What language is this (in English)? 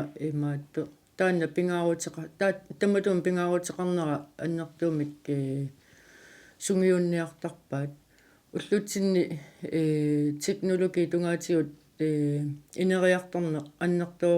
Kalaallisut